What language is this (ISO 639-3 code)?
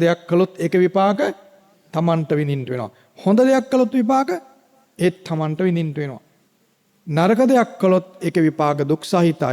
sin